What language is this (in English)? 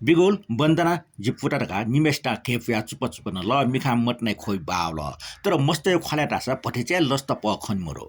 Newari